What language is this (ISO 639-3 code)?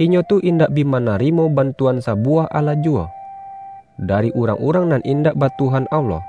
min